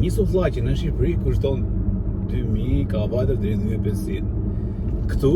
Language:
Albanian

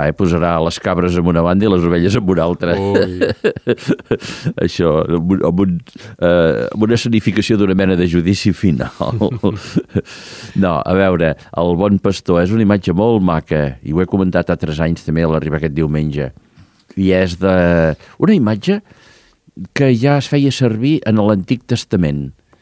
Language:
Catalan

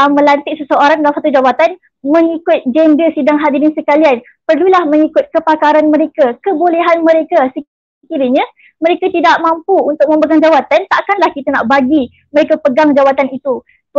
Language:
Malay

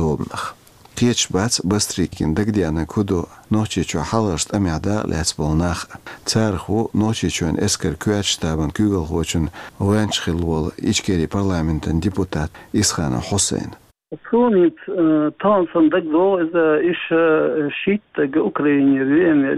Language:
Chechen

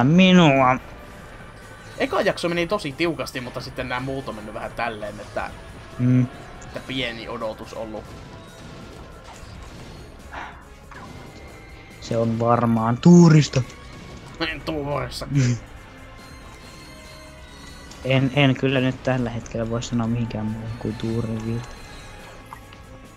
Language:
Finnish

